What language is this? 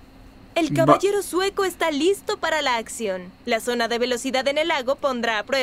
Spanish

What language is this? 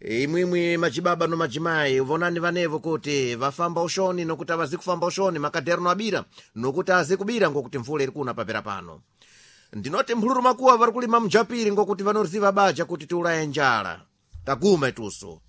Sena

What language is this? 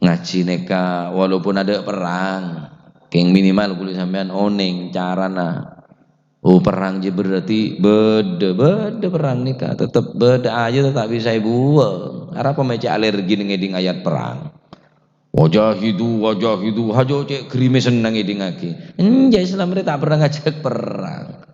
Madurese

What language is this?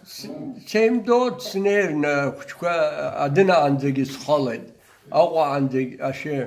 Abkhazian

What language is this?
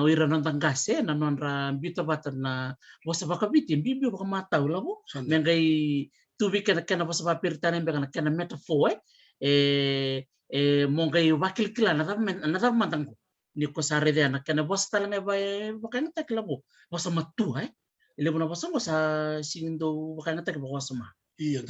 Fijian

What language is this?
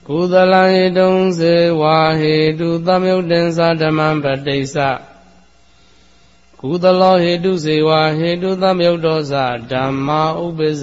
Burmese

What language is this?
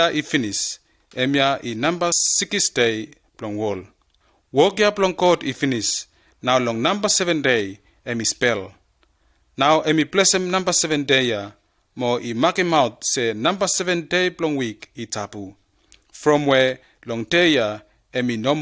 Bislama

